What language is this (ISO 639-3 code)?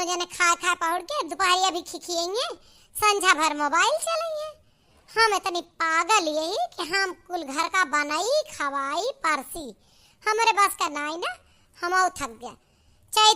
awa